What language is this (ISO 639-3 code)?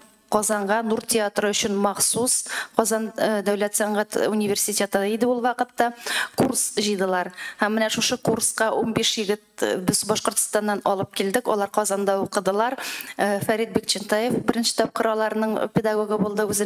tat